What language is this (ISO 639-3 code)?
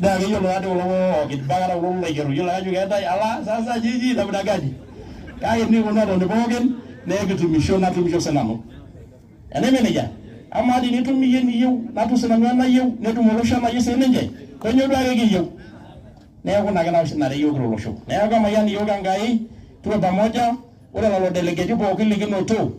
mas